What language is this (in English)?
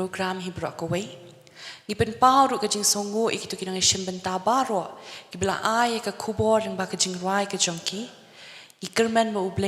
Khasi